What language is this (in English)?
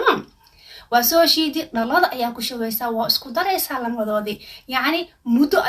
Somali